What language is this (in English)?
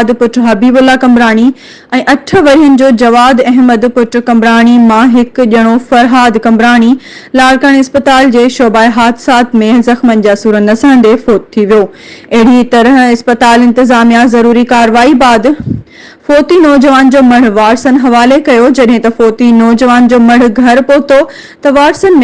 Sindhi